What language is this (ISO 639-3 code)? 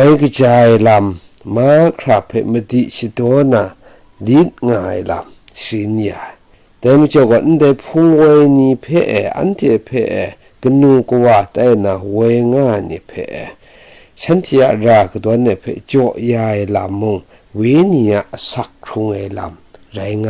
kac